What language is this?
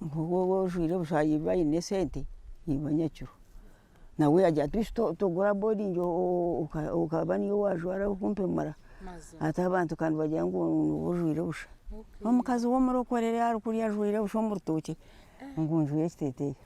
Nyankole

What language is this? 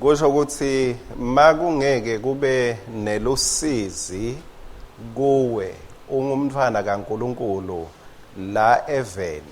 Swati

